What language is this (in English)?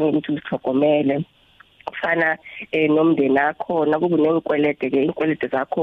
South Ndebele